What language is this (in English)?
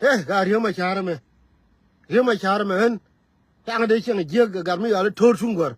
Nuer